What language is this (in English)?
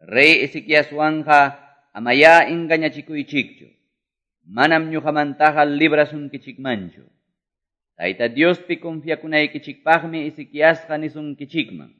Quechua